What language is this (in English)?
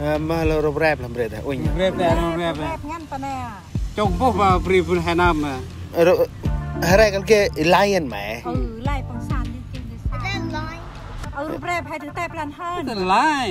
Central Mnong